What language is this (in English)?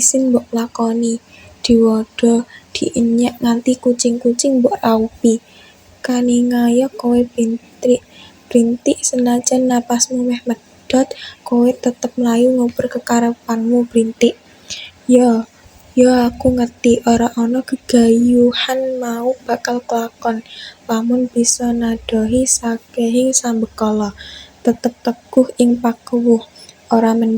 Javanese